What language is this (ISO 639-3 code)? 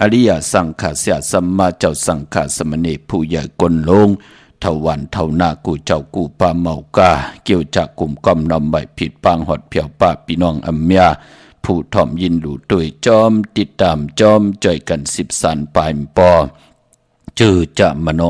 shn